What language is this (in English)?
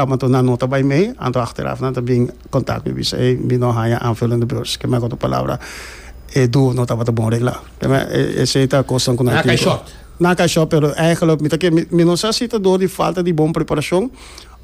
Papiamento